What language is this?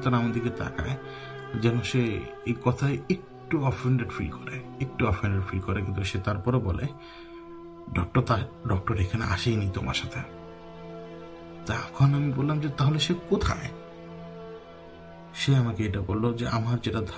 Bangla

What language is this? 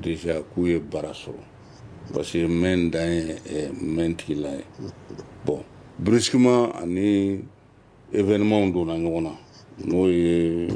Bambara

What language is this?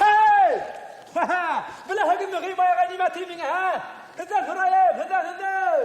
Bashkir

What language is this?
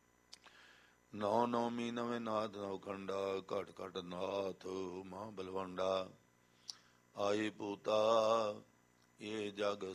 Punjabi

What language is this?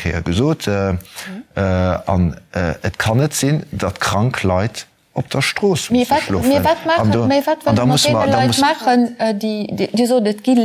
Luxembourgish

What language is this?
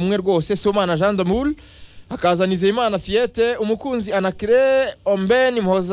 Kinyarwanda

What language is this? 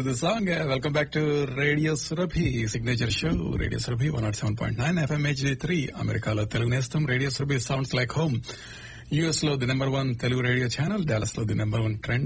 Telugu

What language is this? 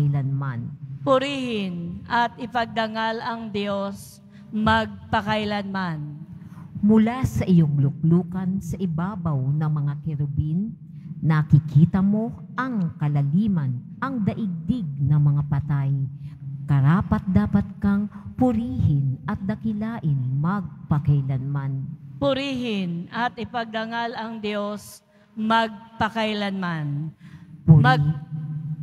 Filipino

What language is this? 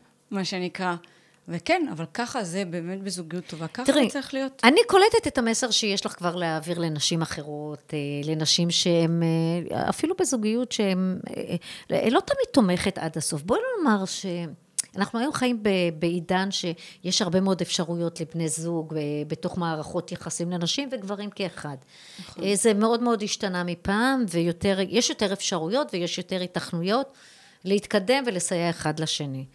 Hebrew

